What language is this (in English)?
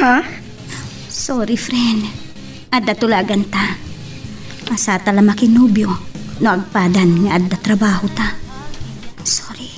Iloko